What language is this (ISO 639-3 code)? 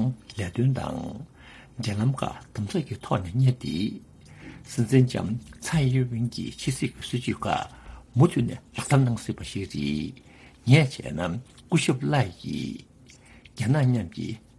bod